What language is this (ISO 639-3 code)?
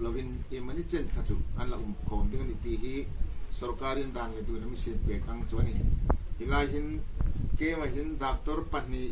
hmr